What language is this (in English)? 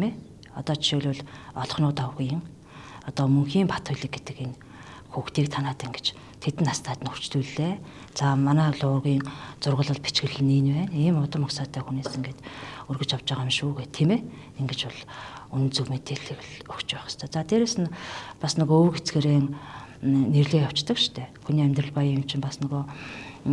Mongolian